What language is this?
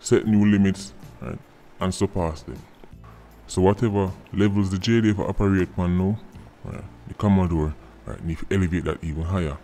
Jamaican Creole English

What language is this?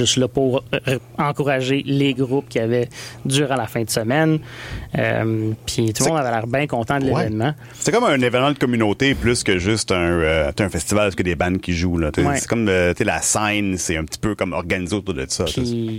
French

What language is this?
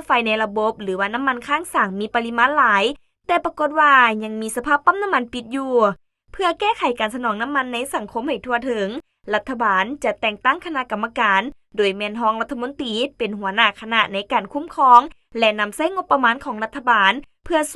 Lao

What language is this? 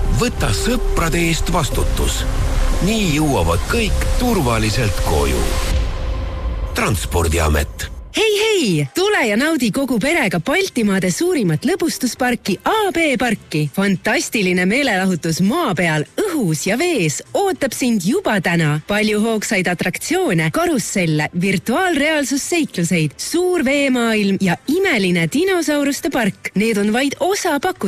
Estonian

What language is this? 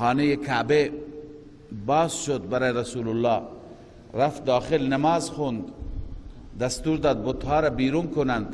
Persian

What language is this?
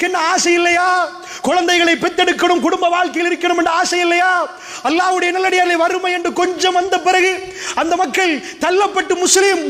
Tamil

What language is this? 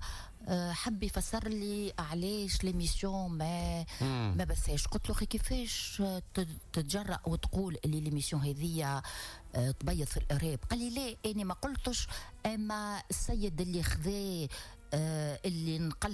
Tunisian Arabic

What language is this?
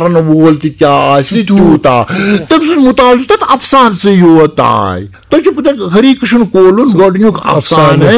Kashmiri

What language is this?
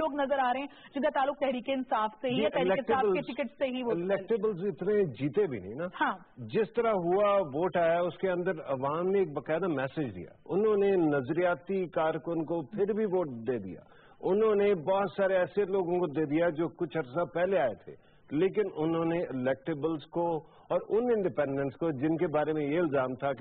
Urdu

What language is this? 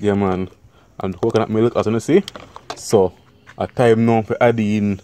Jamaican Creole English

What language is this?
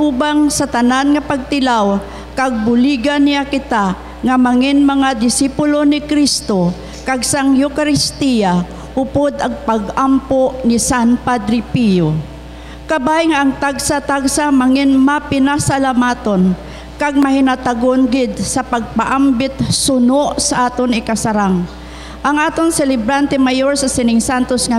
Hiligaynon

